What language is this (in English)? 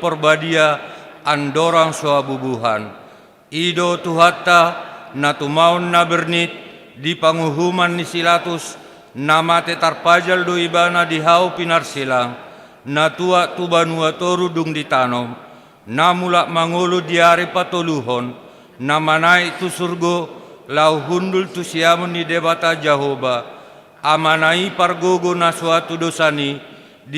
Batak Toba